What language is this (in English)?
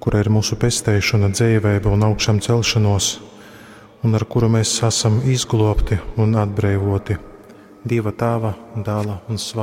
Latgalian